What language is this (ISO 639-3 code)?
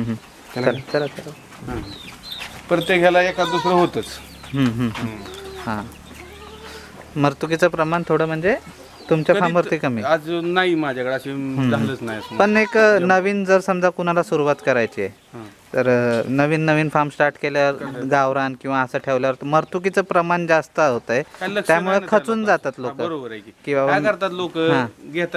mar